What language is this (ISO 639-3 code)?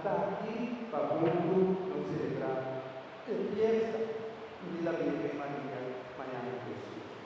pap